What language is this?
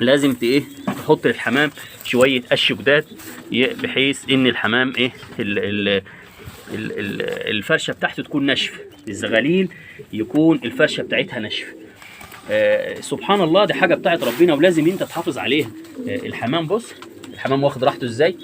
Egyptian Arabic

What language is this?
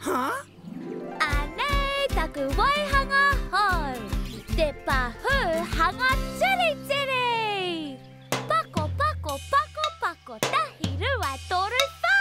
Māori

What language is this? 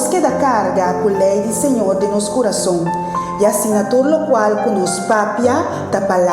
Papiamento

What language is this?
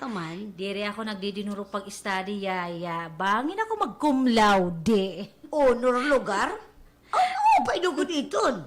Waray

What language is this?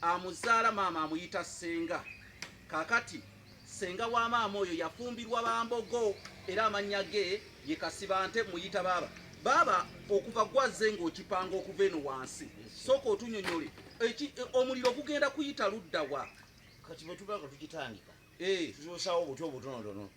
Ganda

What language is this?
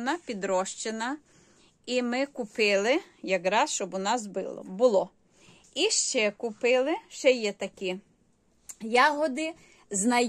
Ukrainian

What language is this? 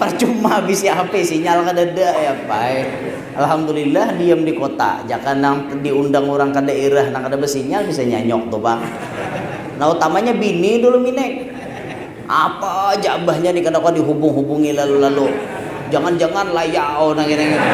Banjar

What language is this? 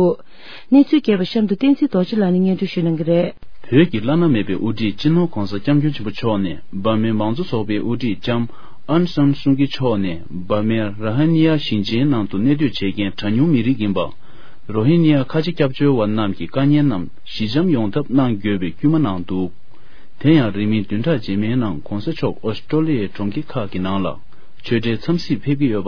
Tibetan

